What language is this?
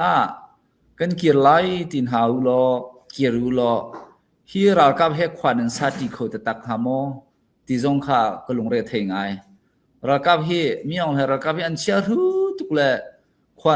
Falam Chin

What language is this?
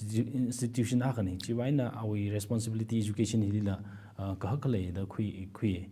Tangkhul Naga (India)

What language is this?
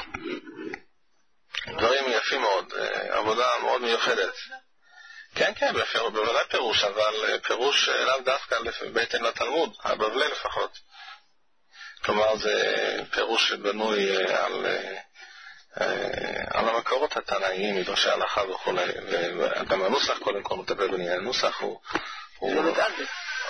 Hebrew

